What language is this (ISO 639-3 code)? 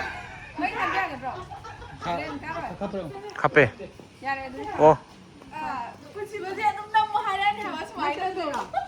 mni